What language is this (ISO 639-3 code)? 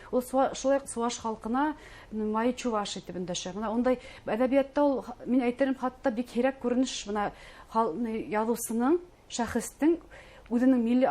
bak